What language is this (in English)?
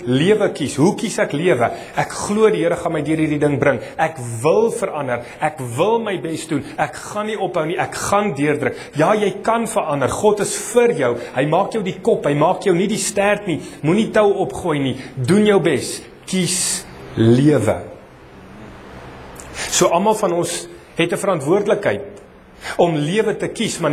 Afrikaans